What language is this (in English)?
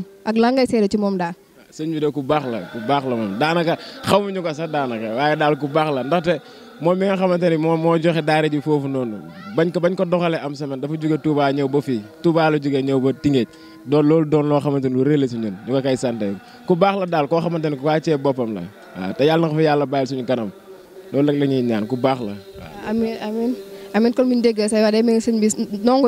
Wolof